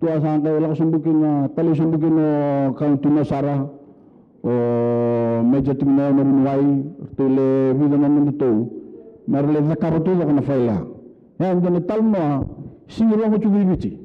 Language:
Fijian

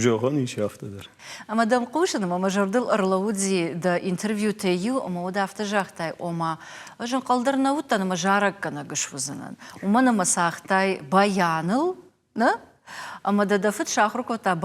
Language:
Ossetic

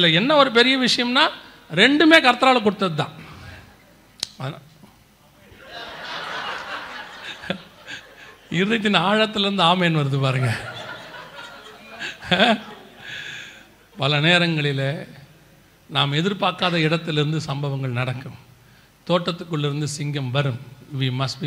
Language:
Tamil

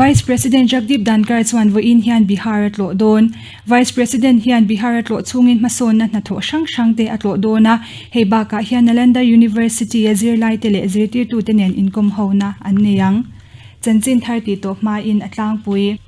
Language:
Mizo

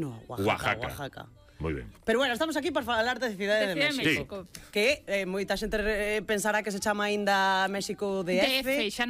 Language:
Galician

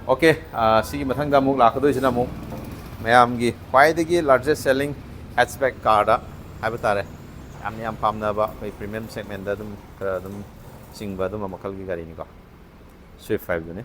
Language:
Manipuri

